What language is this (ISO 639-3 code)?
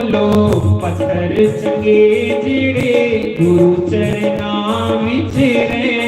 doi